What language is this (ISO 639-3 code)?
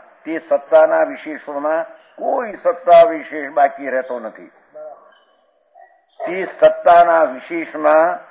guj